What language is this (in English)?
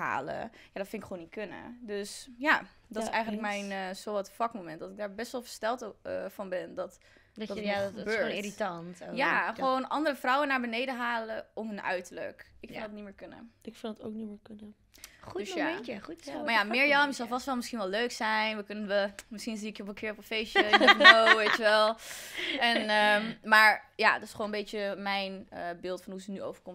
Dutch